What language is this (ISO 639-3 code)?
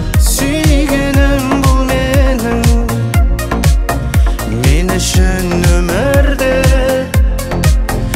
kaz